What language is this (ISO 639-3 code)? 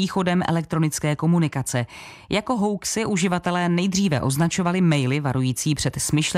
ces